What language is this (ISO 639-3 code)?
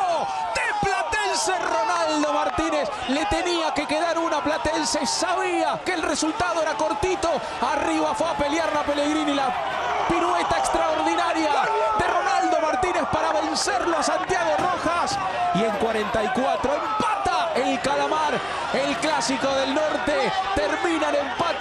spa